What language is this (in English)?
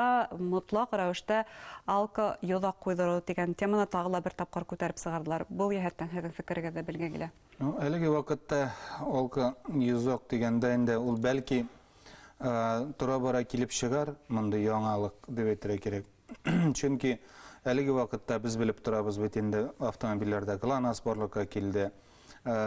Bashkir